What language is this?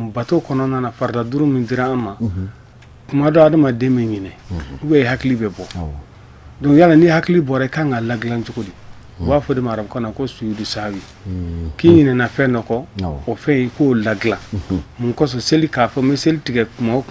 Bambara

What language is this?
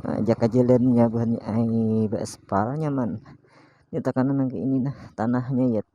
Banjar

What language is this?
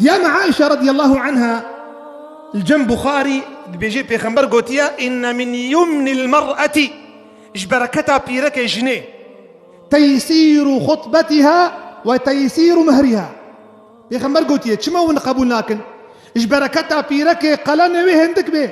Kurdish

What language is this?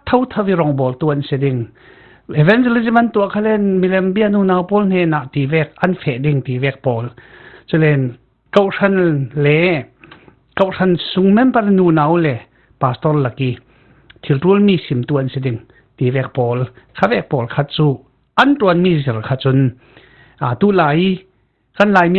Falam Chin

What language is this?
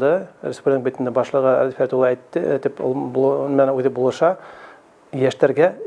Bashkir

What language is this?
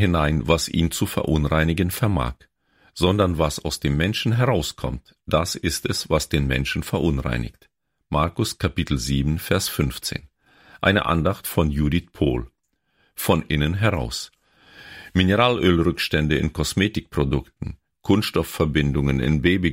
German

